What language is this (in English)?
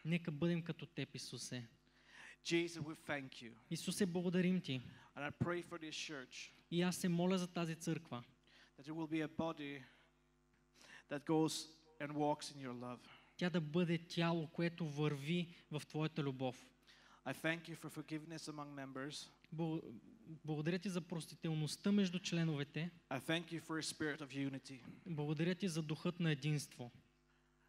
Bulgarian